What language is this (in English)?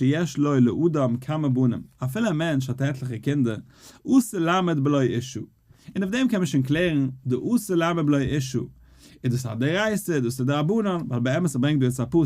Yiddish